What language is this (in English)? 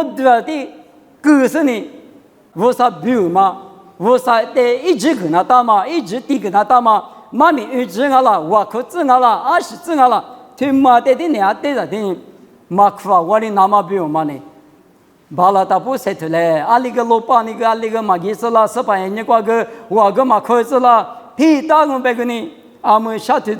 Lisu